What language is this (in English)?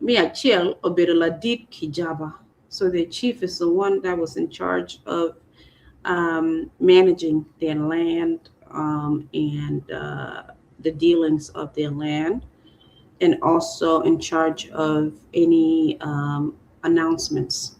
Acoli